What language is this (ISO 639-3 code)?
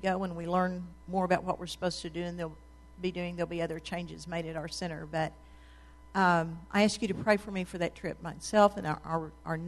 eng